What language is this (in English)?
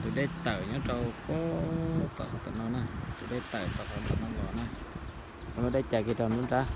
Hmong